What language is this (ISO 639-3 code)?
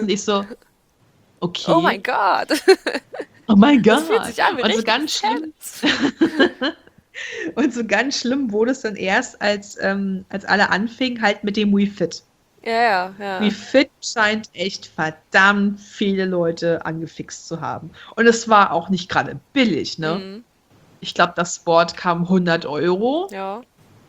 deu